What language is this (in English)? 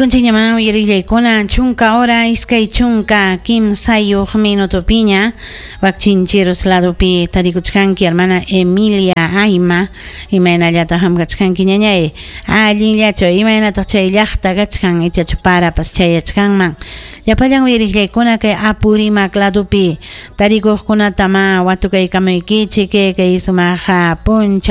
Ayacucho Quechua